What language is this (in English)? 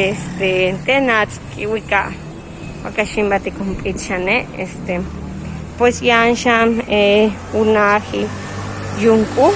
Yucateco